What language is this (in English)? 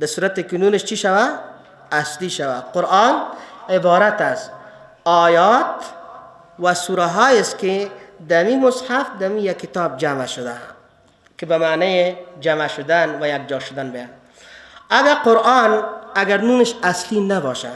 Persian